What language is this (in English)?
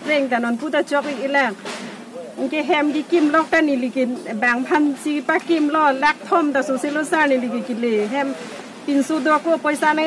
Karbi